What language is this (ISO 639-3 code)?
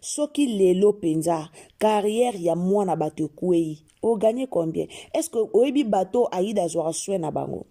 lin